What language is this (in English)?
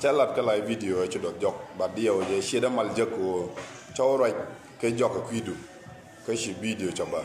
Nuer